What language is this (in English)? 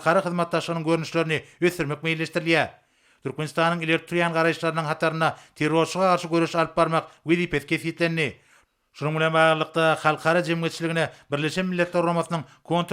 Turkmen